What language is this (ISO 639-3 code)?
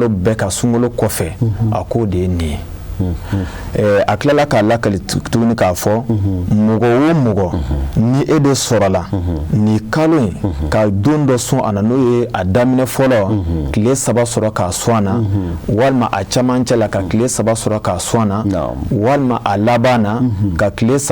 bam